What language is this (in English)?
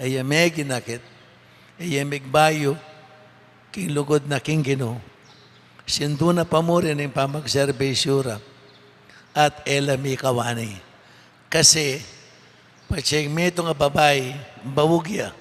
Pampanga